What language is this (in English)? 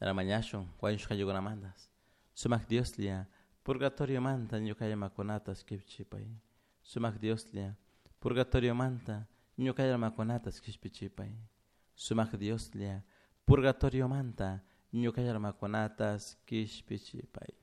Chimborazo Highland Quichua